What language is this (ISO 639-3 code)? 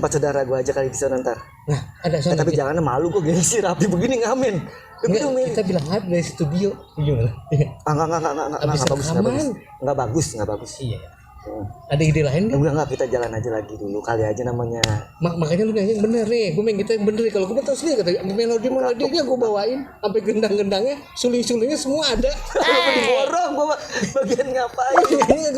bew